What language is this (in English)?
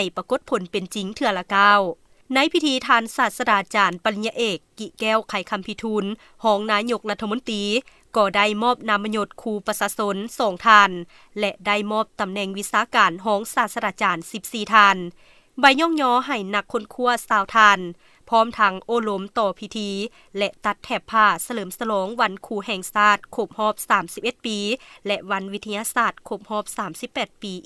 Lao